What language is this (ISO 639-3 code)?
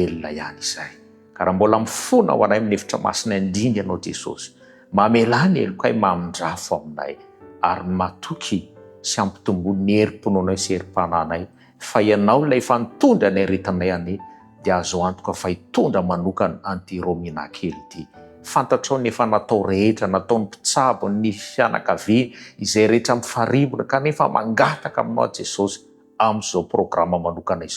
mlg